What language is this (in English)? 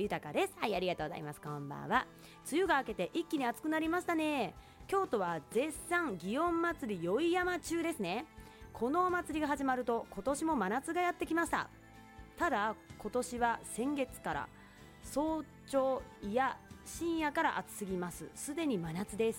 Japanese